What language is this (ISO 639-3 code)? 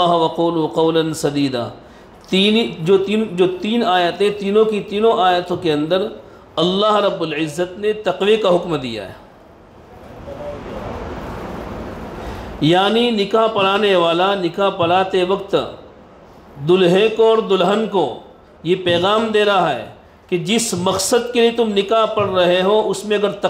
urd